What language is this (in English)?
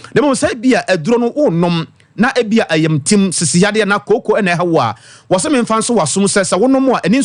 Akan